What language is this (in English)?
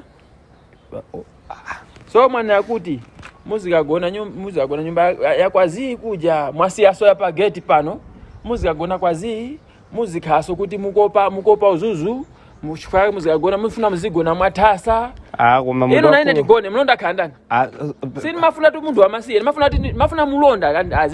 Nyanja